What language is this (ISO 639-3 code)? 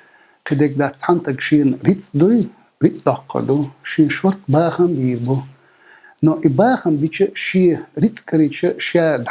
che